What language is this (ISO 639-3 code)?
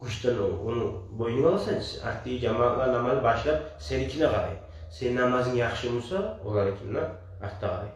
kum